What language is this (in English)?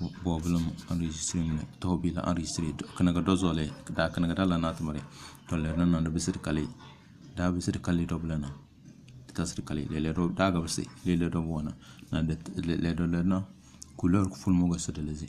Tem